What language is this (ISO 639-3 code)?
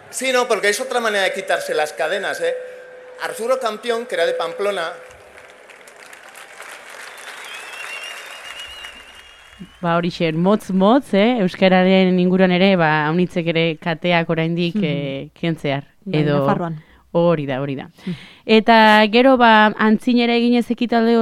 eus